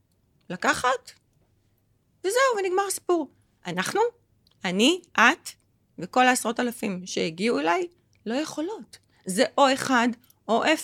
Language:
Hebrew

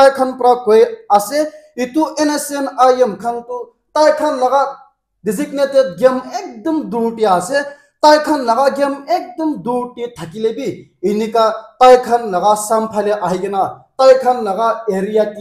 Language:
Naga Pidgin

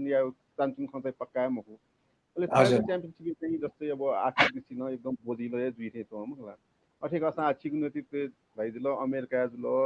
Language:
Newari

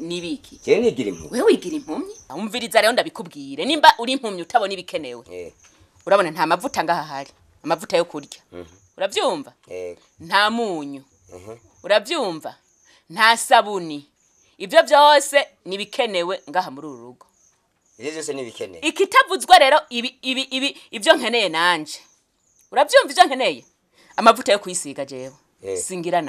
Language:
Rundi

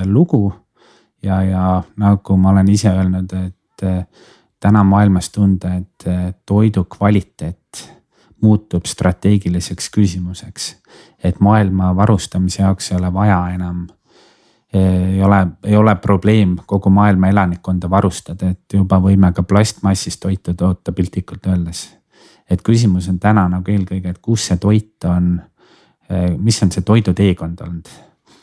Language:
Estonian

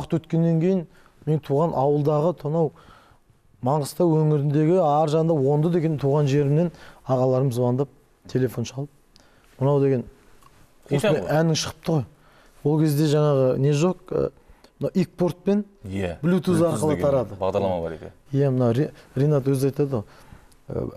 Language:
Kazakh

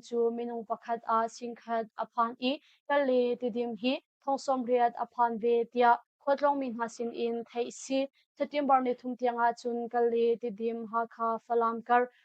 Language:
Hakha Chin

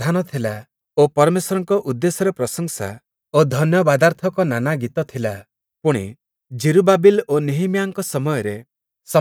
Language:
Odia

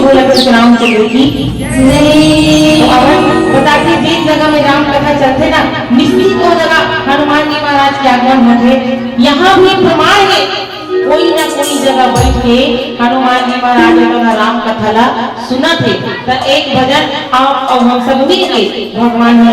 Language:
Chhattisgarhi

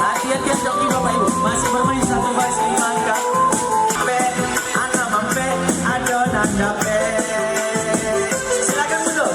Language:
Minangkabau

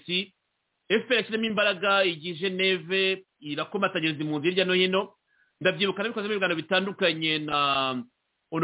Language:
Kinyarwanda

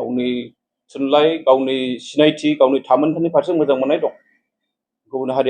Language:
Bodo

